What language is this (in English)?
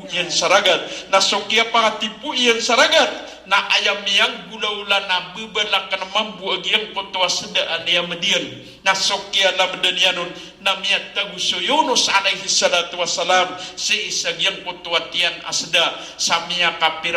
Maranao